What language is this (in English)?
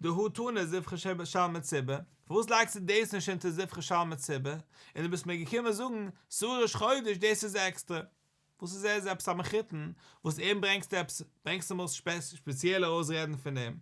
Yiddish